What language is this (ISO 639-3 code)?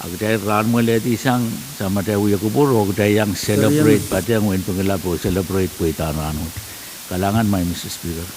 pon